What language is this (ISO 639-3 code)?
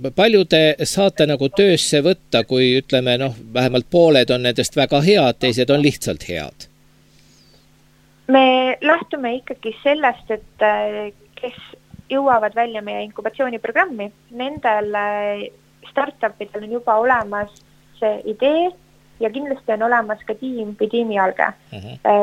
est